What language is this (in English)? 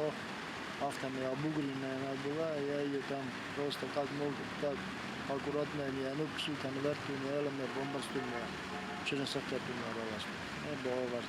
Ossetic